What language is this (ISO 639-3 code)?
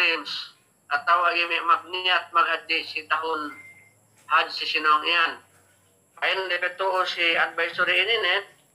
yka